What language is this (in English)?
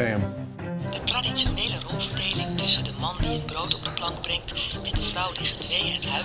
Western Frisian